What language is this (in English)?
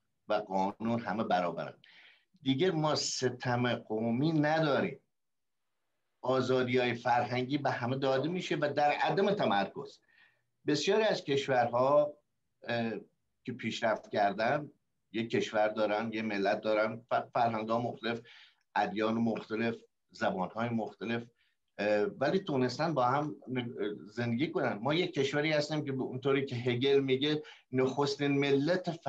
Persian